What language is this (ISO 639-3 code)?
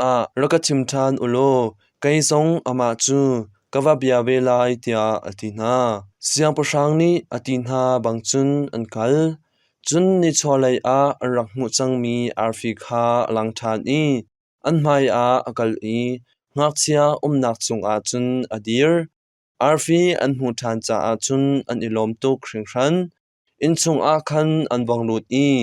cnh